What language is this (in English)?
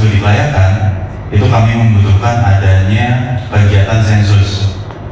Indonesian